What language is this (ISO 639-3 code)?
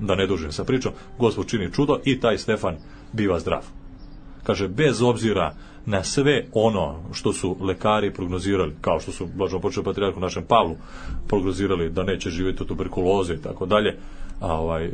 srp